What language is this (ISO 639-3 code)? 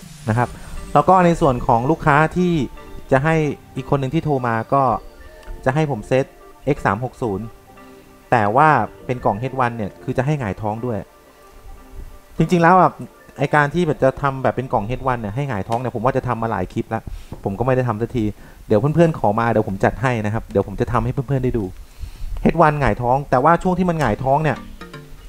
tha